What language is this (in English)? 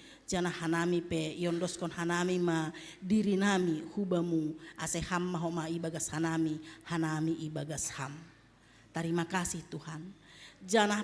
Batak Simalungun